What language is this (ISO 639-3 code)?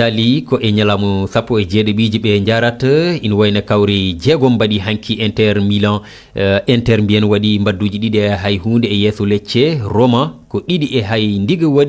ful